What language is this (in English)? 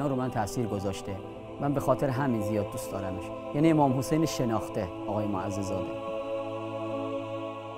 Persian